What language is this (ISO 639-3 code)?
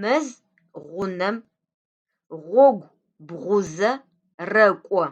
ady